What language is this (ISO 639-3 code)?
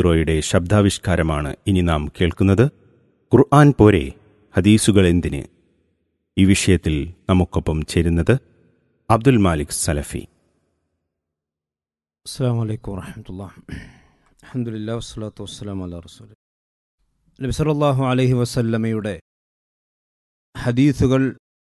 mal